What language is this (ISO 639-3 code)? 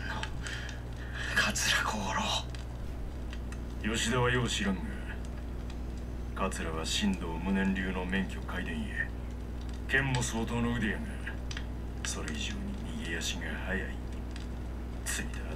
jpn